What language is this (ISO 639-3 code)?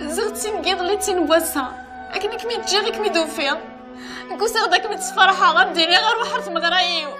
kab